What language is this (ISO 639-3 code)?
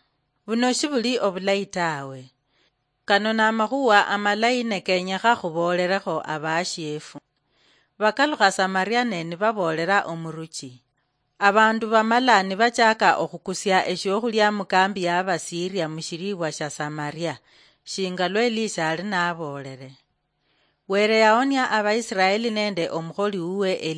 luy